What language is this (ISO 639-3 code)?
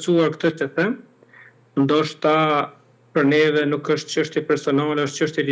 sqi